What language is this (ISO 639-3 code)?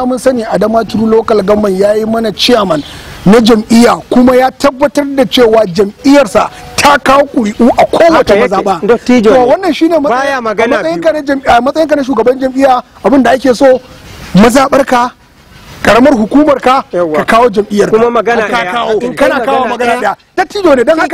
hau